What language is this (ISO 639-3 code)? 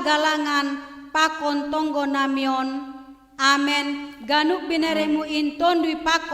bts